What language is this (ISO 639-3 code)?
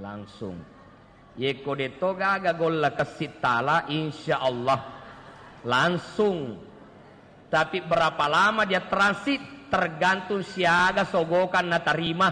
bug